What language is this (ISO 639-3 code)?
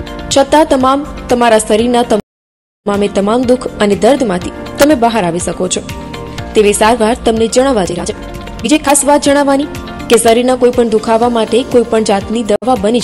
guj